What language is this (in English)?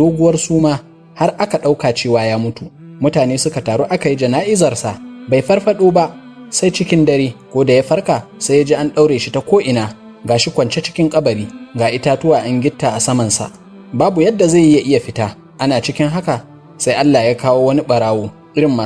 Hausa